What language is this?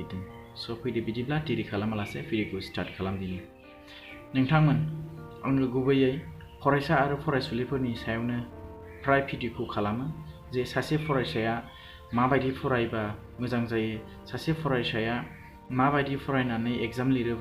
Bodo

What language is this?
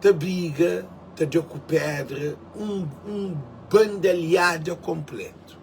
Kabuverdianu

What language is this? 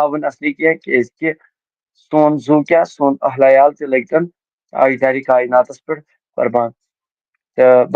Kashmiri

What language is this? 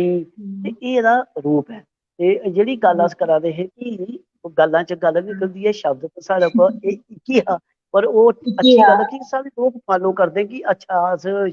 Dogri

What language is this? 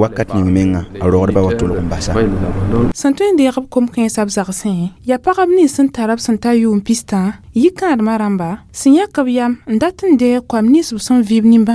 Mossi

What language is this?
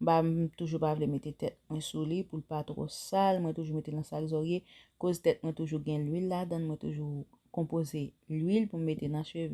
Haitian Creole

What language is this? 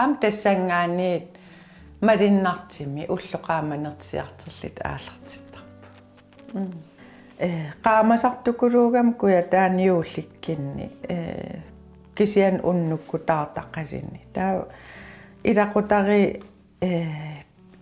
Kalaallisut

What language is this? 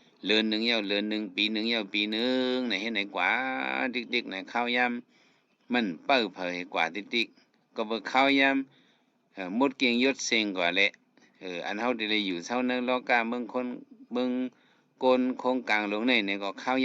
Shan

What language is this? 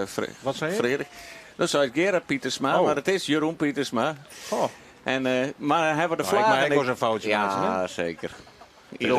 Western Frisian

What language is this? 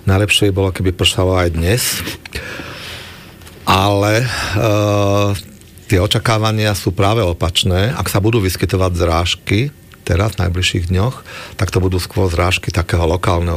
Slovak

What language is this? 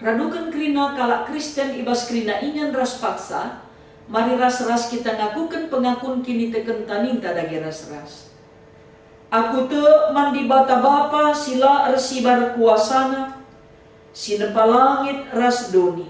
Batak Karo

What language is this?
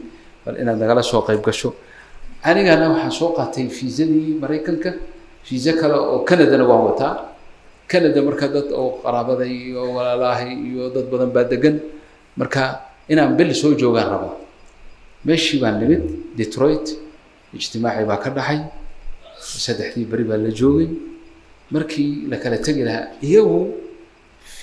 Somali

